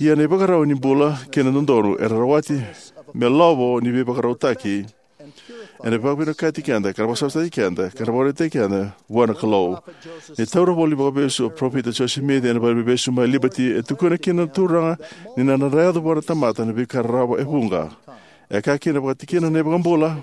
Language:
Fijian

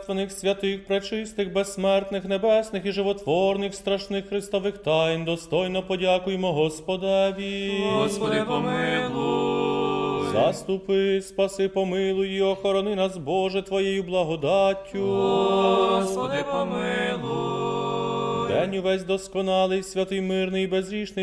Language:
Ukrainian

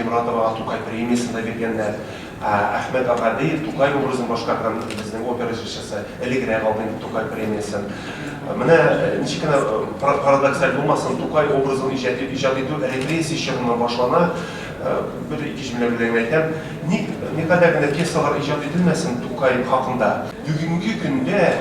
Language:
Tatar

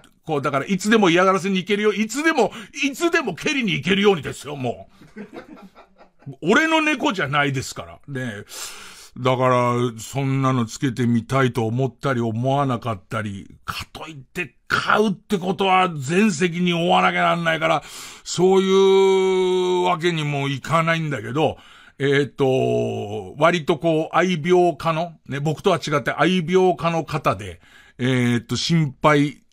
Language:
Japanese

